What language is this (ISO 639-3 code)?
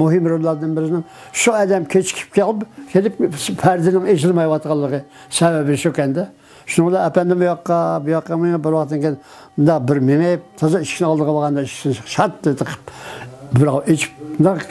uig